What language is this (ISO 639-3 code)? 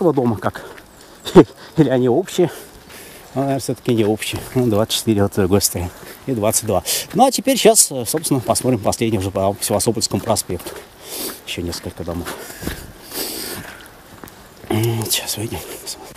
rus